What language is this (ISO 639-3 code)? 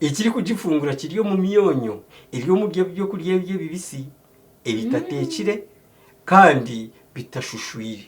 nyn